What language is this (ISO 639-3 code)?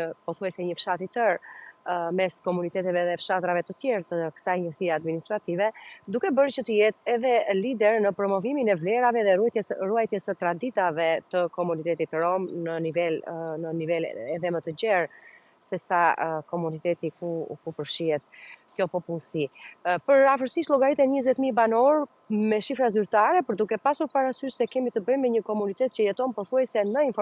sqi